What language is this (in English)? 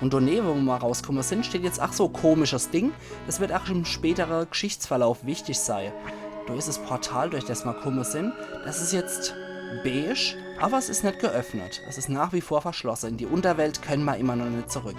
Palatine German